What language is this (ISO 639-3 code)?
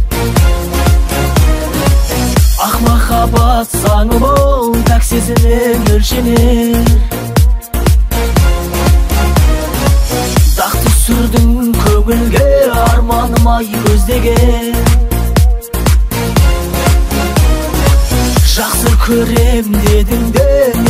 kaz